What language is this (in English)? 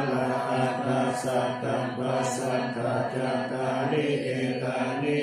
Pali